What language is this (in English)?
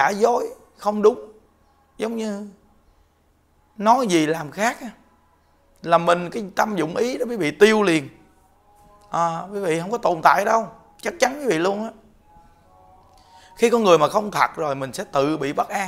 Vietnamese